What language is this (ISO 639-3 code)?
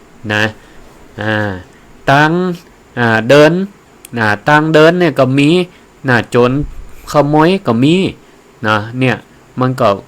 nod